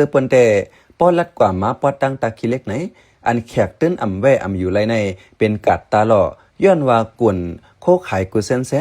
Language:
Shan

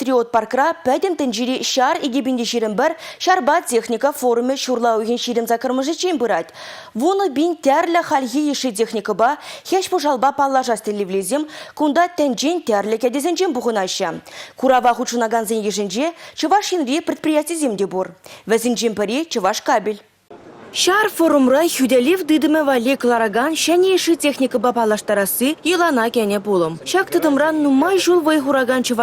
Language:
Chuvash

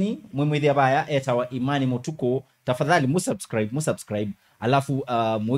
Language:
Kamba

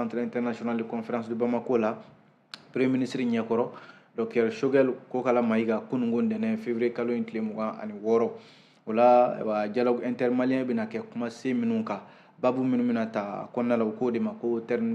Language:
Bambara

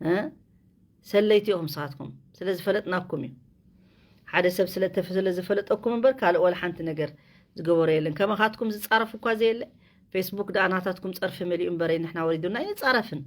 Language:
Tigrinya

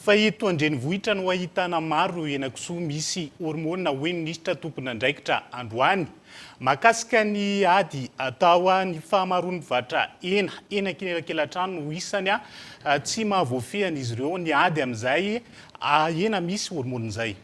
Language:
Malagasy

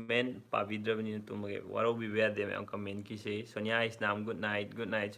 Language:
Manipuri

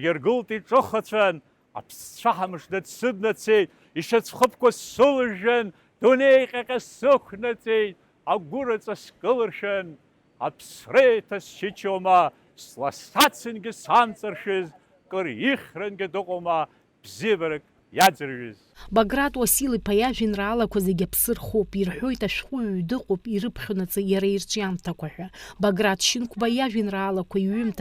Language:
Abkhazian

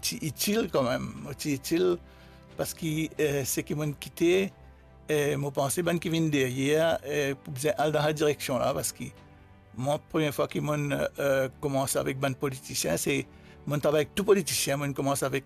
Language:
Morisyen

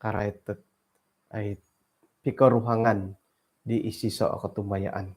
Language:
Central Dusun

